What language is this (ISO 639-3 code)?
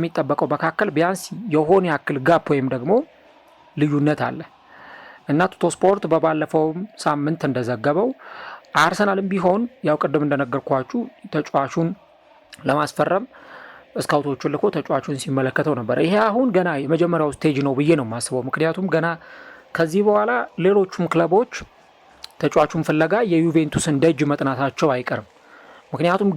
amh